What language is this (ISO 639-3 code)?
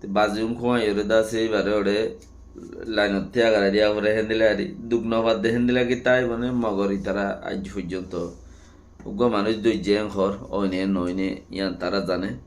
rhg